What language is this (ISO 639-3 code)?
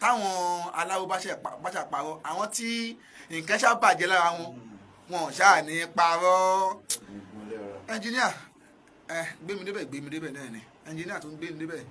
yor